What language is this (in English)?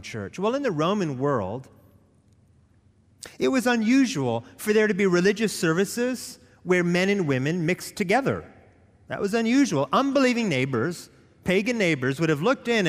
English